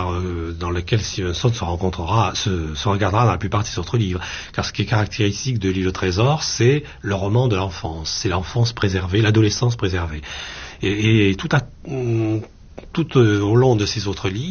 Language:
French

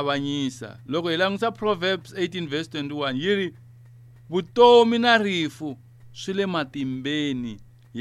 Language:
Tsonga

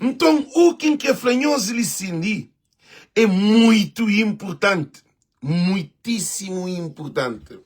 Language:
Kabuverdianu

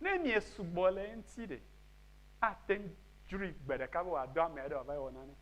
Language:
Ewe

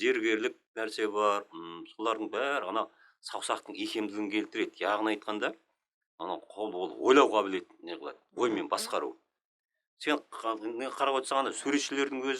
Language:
Kazakh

